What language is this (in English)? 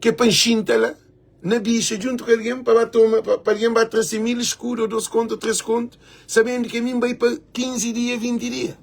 Kabuverdianu